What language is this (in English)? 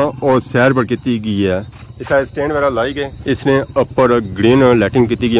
Pahari-Potwari